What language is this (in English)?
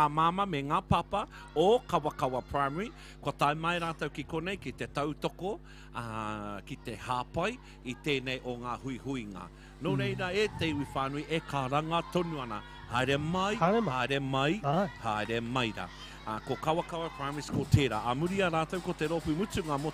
Māori